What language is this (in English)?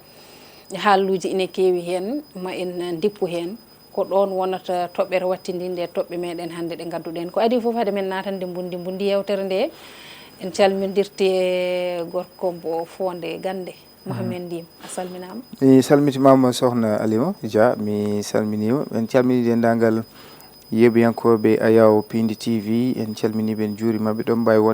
Fula